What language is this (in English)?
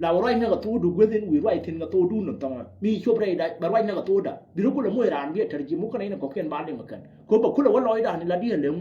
Nuer